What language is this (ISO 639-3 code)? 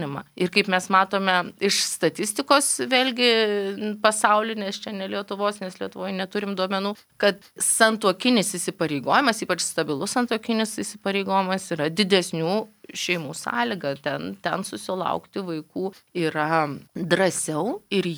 lit